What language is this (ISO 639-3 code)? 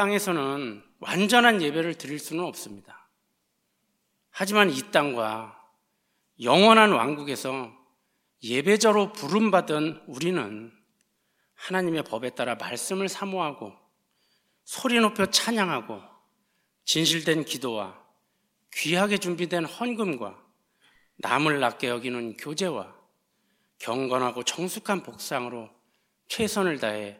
kor